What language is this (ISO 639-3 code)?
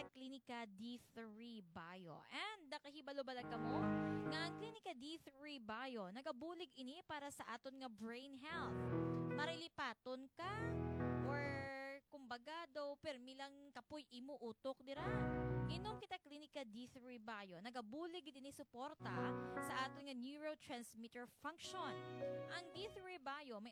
hil